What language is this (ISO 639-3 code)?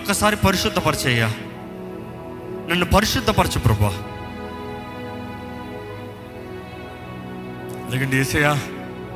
tel